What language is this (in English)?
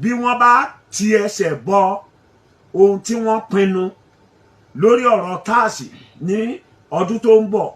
Yoruba